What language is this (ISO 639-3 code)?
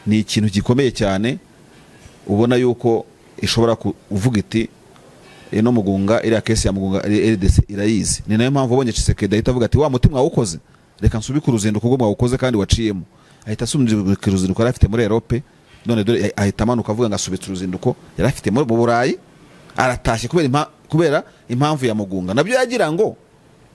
kin